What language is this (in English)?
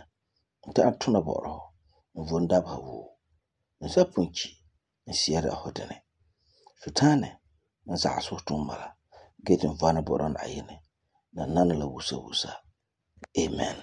Frafra